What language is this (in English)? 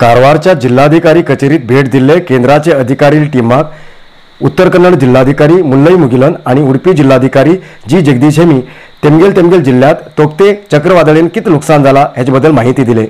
Konkani